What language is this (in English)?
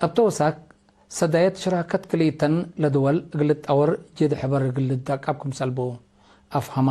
Tigre